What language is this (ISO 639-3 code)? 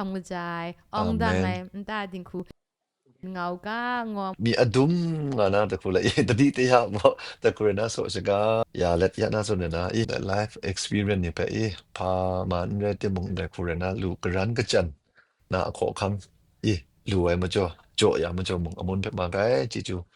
kac